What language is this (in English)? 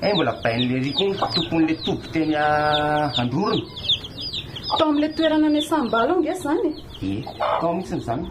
Malagasy